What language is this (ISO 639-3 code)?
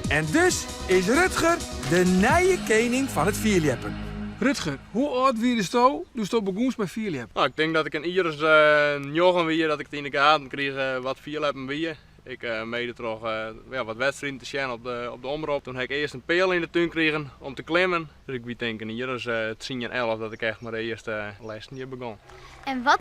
fry